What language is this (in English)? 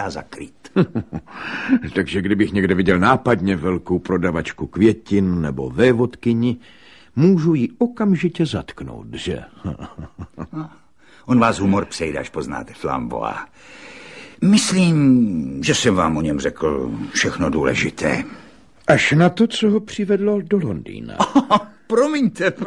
Czech